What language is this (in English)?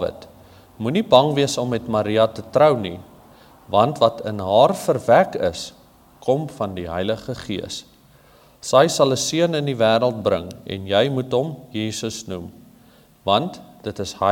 Afrikaans